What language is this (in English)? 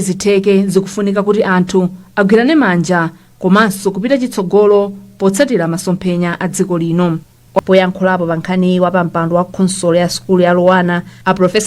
Nyanja